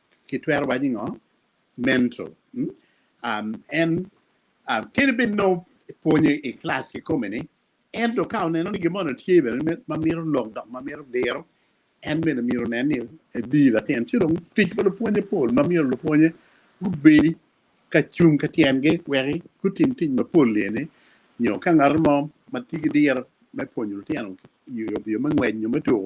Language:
Acoli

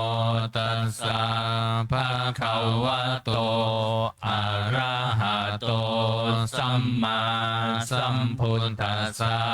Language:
Pali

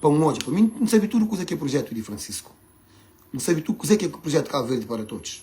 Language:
Kabuverdianu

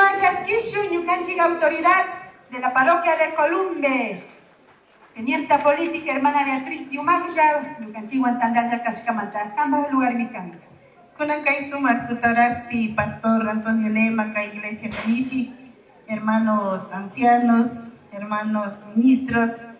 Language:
Chimborazo Highland Quichua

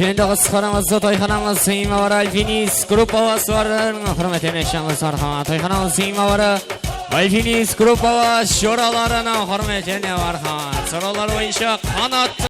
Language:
Kara-Kalpak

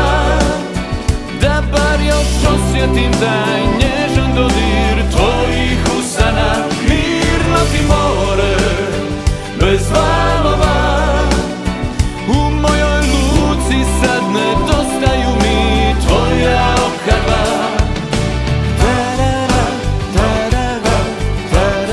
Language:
Croatian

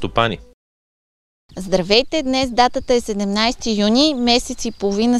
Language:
Bulgarian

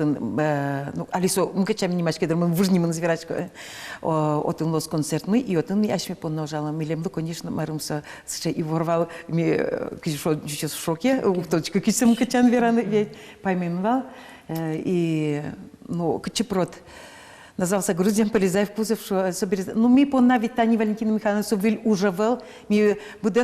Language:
Udmurt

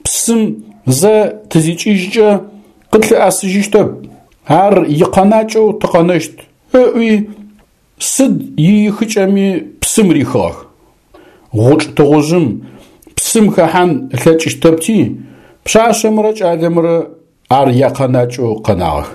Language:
Adyghe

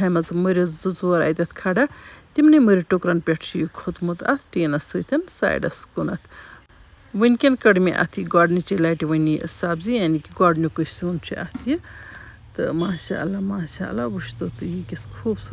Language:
Kashmiri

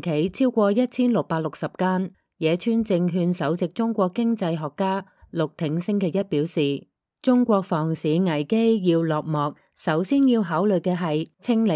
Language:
Cantonese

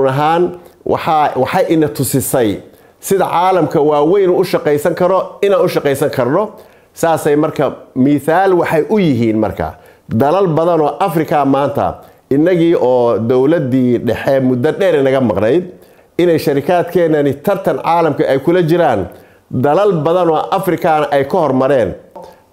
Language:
Somali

